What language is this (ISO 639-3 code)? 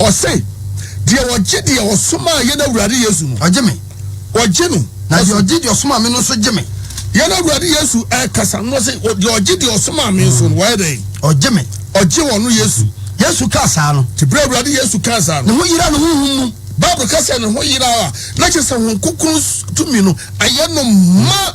aka